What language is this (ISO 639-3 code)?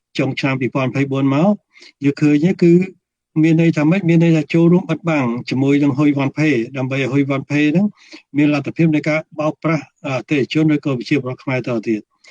khm